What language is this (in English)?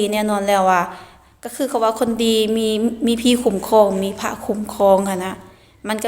Lao